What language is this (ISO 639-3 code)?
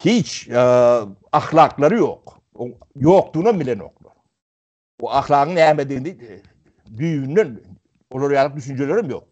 tuk